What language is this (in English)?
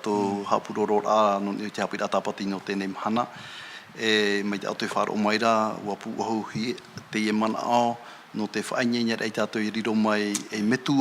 Tahitian